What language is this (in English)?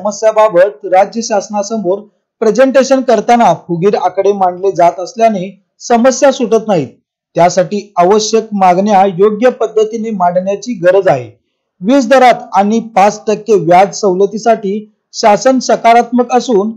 Marathi